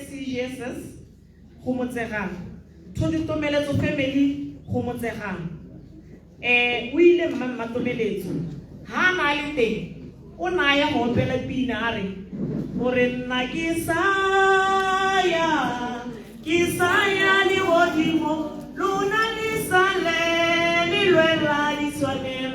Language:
Tswana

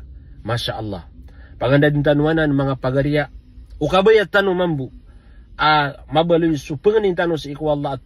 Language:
Maranao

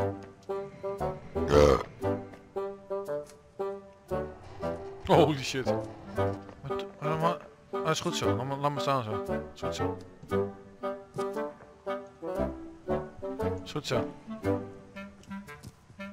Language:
Dutch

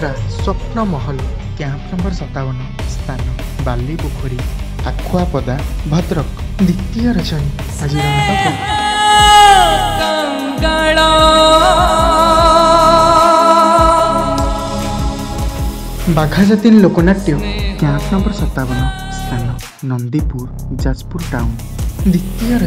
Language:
Odia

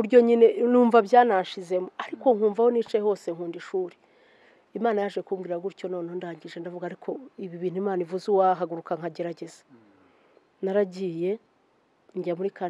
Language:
Kinyarwanda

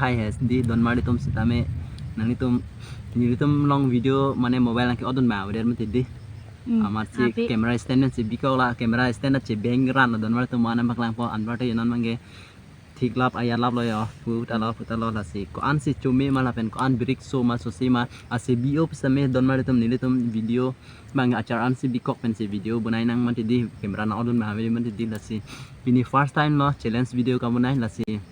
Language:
Karbi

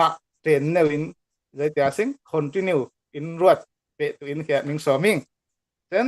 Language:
Falam Chin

